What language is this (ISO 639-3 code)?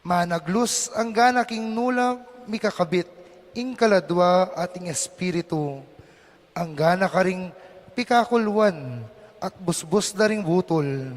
pam